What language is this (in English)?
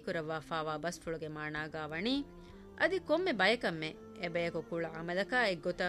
Divehi